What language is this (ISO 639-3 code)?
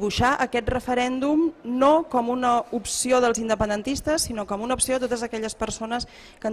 cat